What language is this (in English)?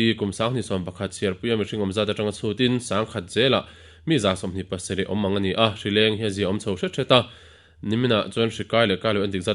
Mizo